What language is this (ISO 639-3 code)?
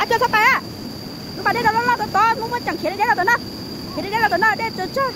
hmn